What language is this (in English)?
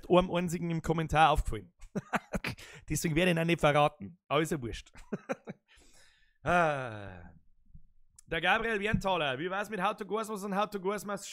Bavarian